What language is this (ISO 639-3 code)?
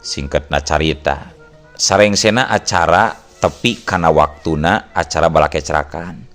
sun